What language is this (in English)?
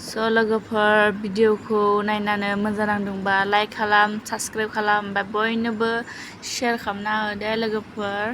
Bodo